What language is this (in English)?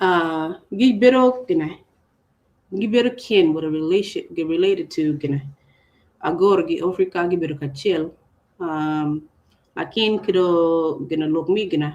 Acoli